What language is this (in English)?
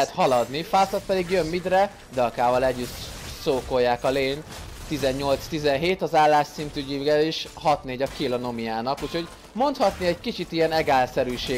Hungarian